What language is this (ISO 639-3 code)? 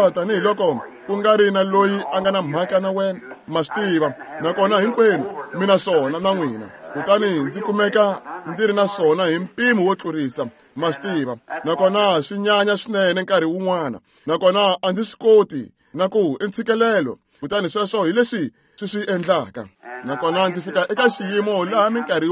tso